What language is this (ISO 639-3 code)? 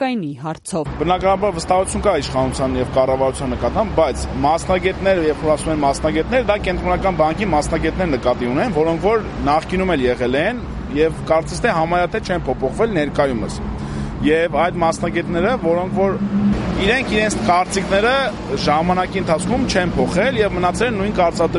hye